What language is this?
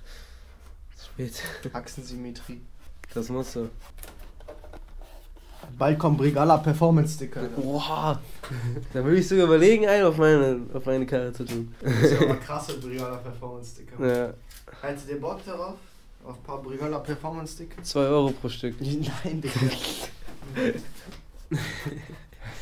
German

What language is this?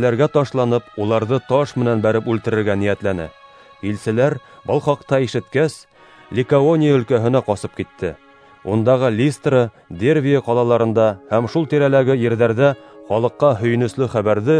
Bashkir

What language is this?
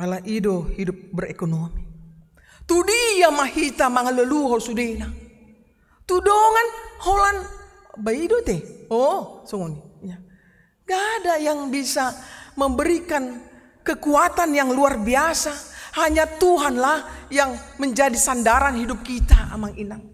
Batak Toba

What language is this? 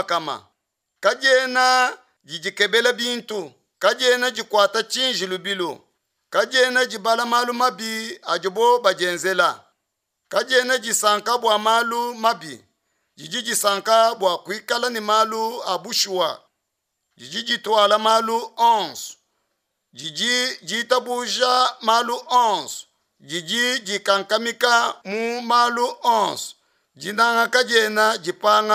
Luba-Lulua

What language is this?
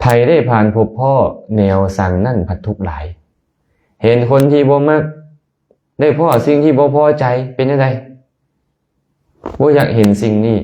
Lao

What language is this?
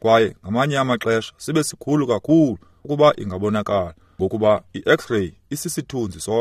Xhosa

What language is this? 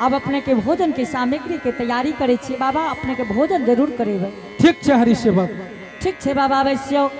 Angika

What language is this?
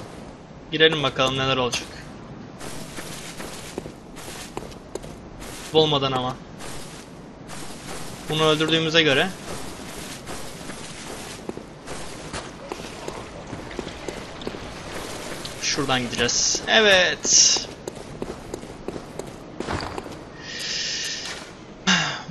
Turkish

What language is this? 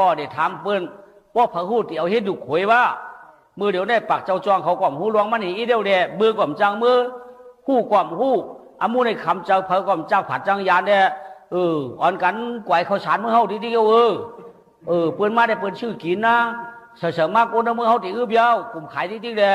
Shan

